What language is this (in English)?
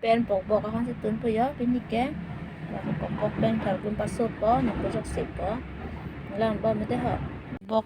Karbi